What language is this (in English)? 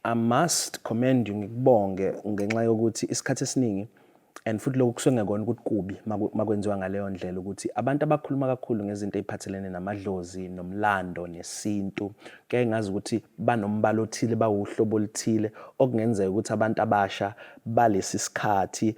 Zulu